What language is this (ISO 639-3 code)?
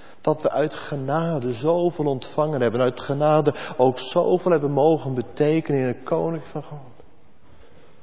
nld